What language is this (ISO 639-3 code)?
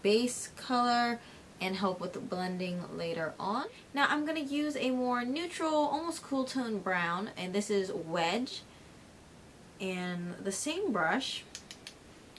eng